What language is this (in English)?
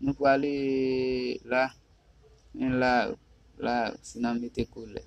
Haitian Creole